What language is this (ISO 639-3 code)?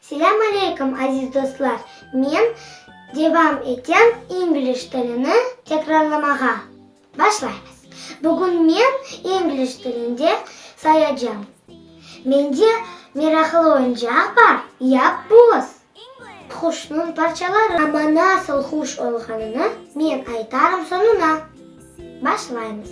crh